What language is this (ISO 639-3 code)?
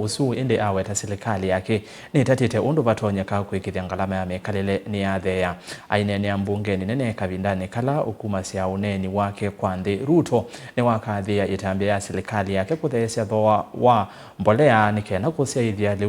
kam